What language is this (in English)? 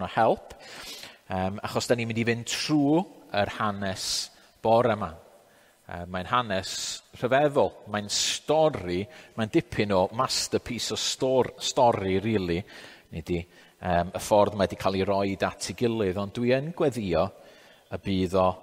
Welsh